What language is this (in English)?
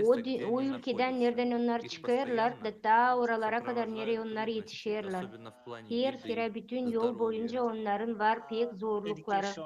Gagauz